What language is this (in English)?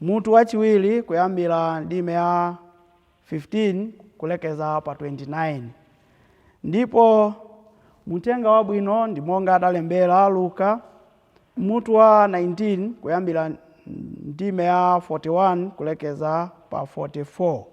Nyanja